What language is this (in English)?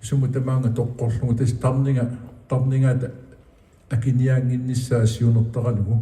Kalaallisut